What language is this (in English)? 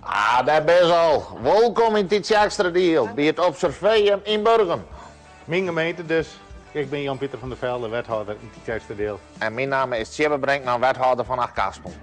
Western Frisian